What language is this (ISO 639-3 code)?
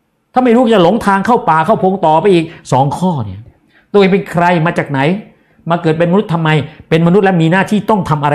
tha